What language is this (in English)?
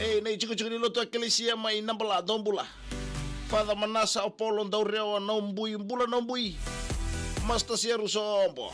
Fijian